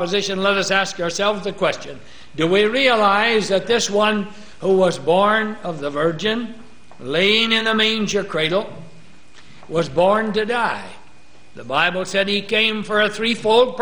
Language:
English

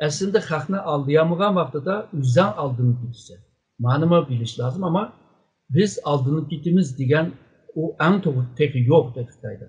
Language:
Uyghur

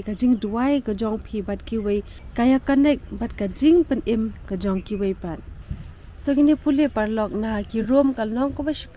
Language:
Khasi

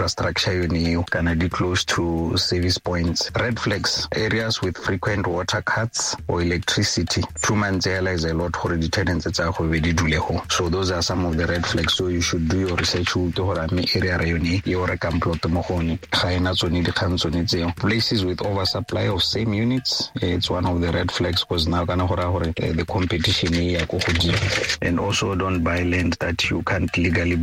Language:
Tswana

